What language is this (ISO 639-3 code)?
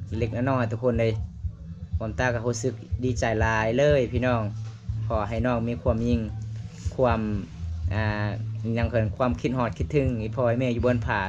lao